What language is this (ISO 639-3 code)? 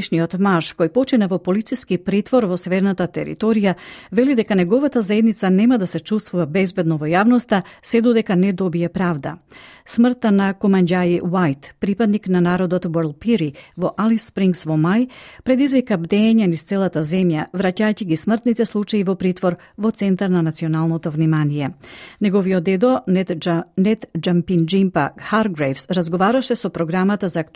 mkd